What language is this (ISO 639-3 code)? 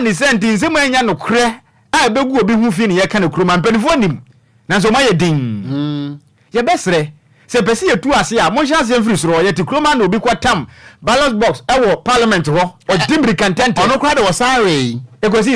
aka